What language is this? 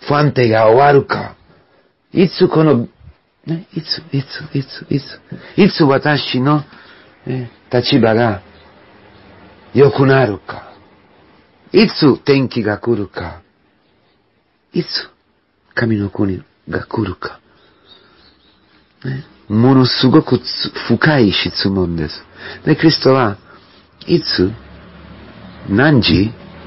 Japanese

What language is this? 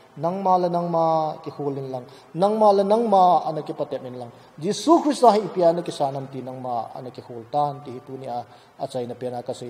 Thado Chin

